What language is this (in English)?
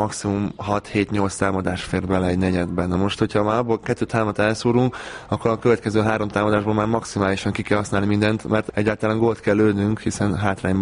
Hungarian